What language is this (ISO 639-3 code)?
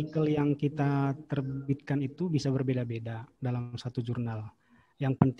ind